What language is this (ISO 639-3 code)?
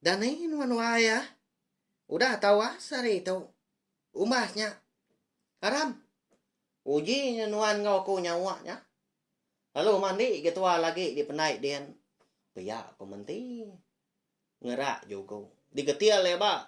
iba